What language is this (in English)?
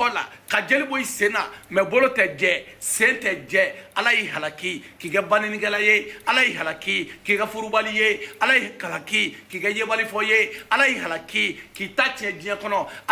Bambara